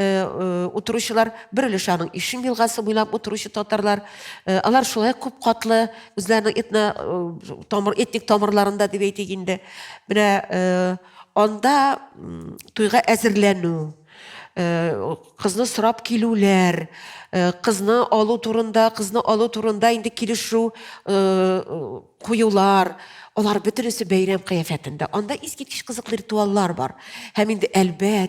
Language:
Tatar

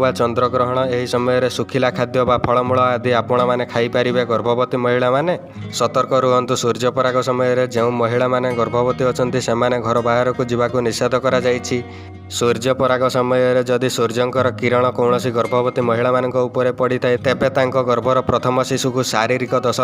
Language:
Odia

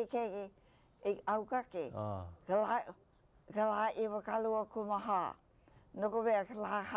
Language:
Hawaiian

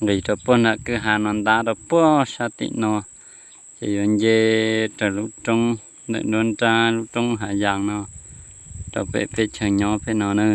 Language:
Hmong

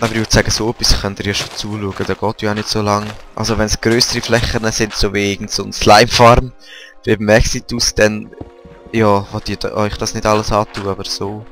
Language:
Swiss German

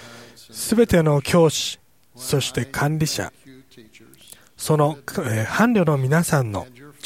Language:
Japanese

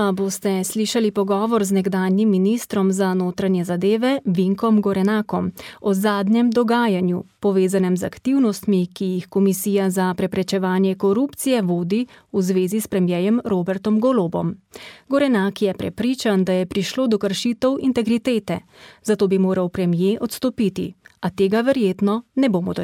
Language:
Slovenian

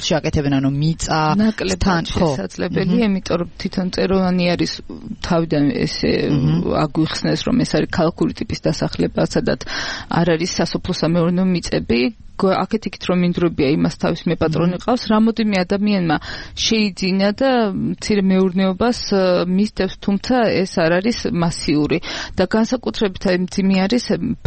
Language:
Georgian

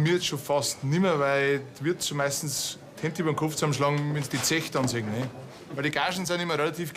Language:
Bavarian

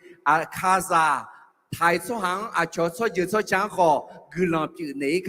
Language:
Akha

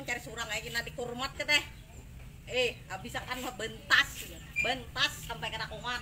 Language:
Banjar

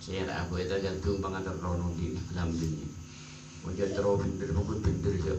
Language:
Madurese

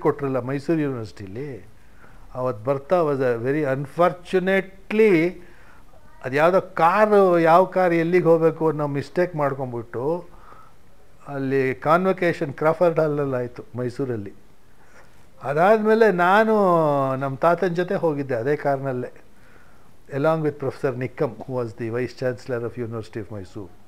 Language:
Kannada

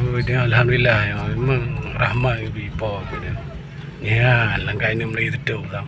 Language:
Achinese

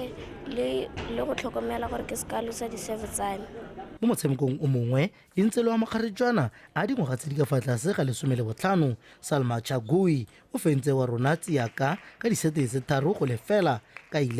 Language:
Tswana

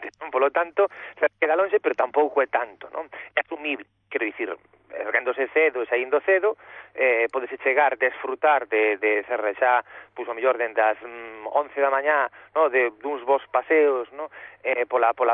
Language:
Galician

